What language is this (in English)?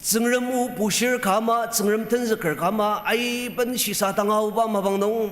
Ao Naga